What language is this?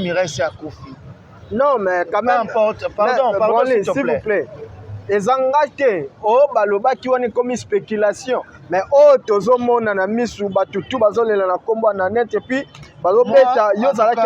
Lingala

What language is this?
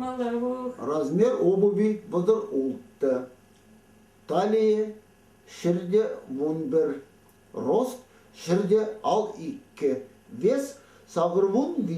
Chuvash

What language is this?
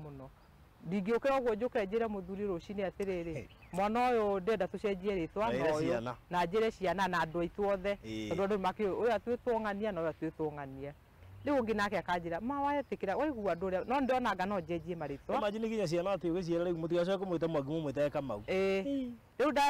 Kikuyu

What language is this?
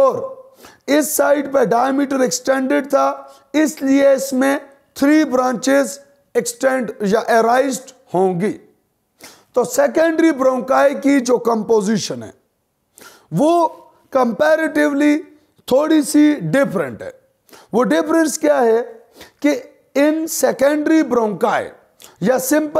Hindi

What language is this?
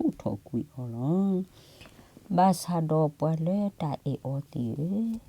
S'gaw Karen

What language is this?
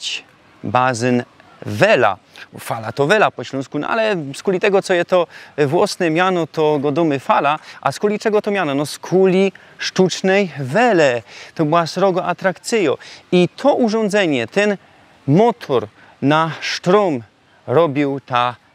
Silesian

